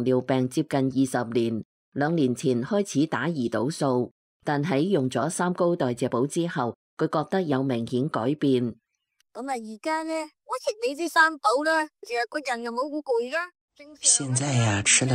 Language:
Cantonese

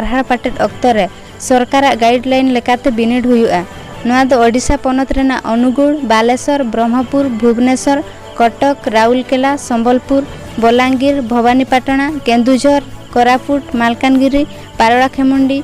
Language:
Santali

